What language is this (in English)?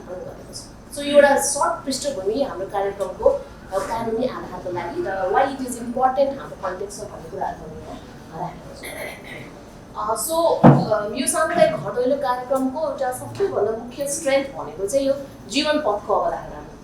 Nepali